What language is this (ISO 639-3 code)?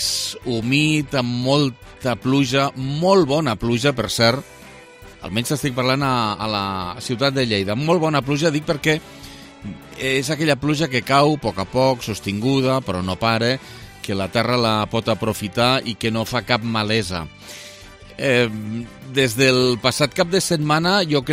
cat